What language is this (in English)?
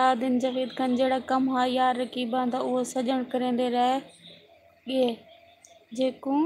Saraiki